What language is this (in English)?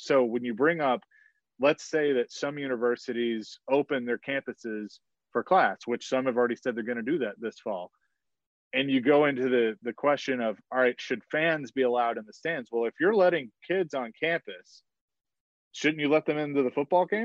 English